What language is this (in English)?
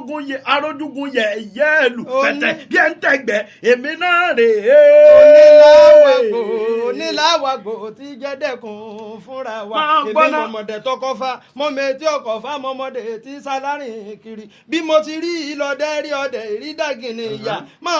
Yoruba